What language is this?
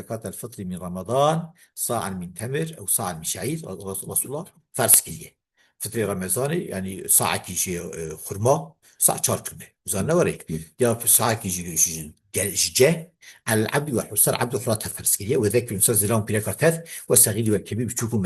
Kurdish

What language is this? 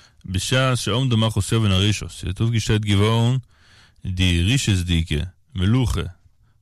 Yiddish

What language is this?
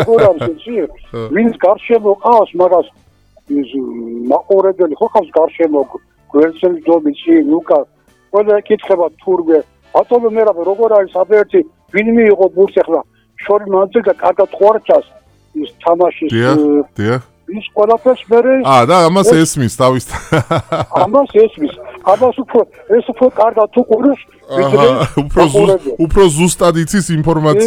Georgian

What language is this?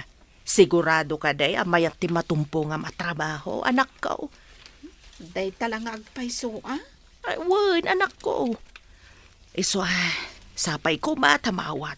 Iloko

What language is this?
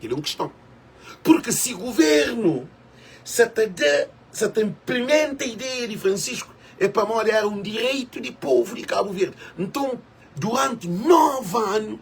Kabuverdianu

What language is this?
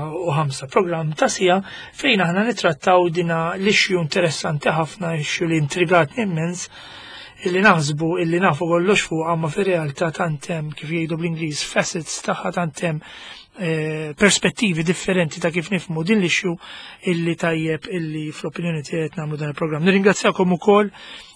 Maltese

